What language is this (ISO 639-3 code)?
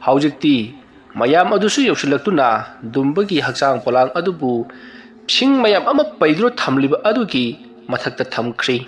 mni